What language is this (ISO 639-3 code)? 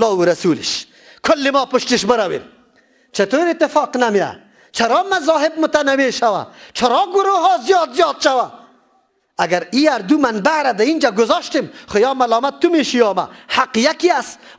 fas